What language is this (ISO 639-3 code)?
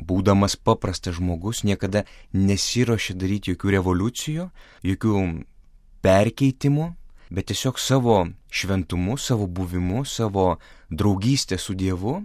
lit